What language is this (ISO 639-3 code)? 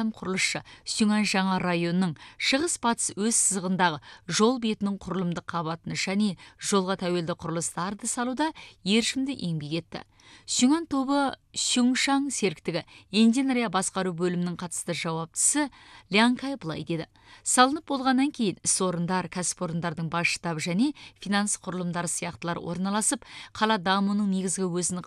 kaz